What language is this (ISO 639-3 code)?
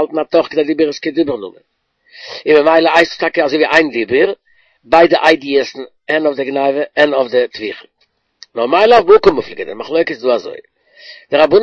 yid